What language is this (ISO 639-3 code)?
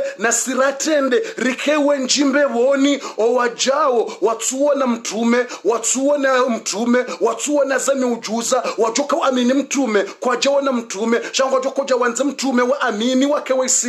swa